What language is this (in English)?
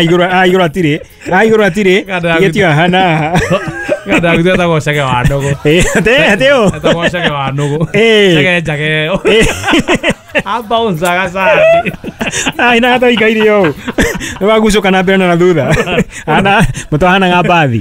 Kikuyu